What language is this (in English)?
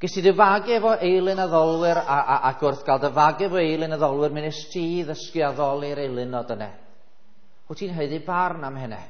Welsh